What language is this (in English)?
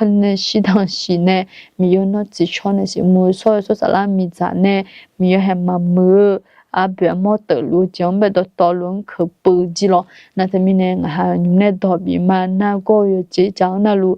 Akha